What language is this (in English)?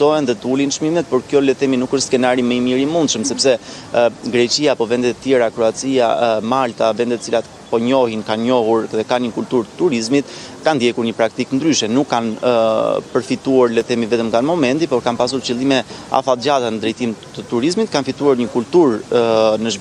Albanian